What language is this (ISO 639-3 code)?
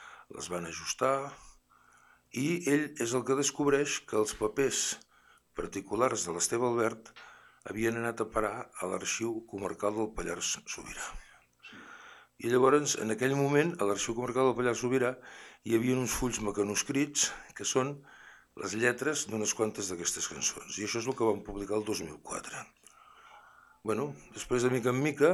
cat